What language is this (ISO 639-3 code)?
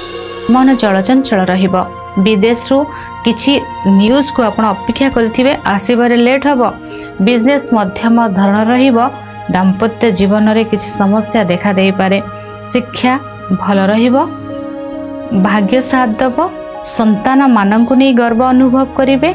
ori